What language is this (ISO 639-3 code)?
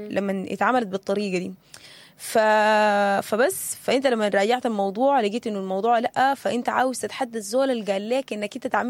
apd